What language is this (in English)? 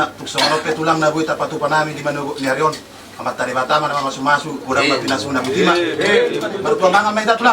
Batak Toba